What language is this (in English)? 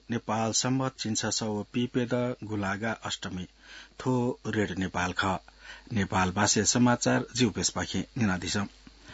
Newari